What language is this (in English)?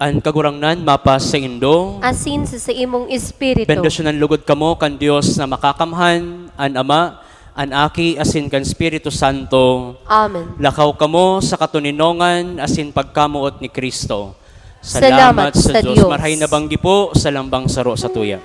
Bikol